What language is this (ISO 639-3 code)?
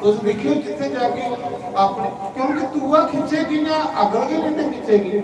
doi